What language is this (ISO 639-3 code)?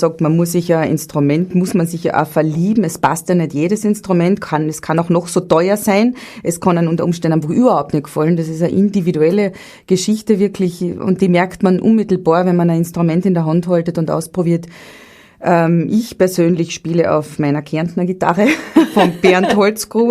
bar